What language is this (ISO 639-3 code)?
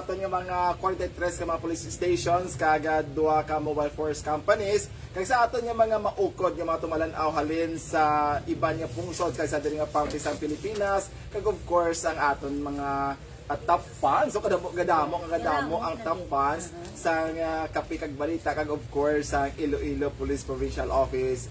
hil